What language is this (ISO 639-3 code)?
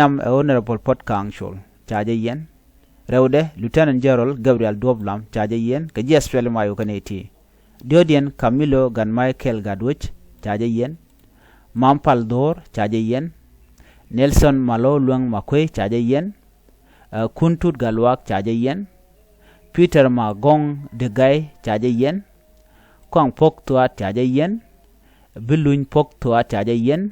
nus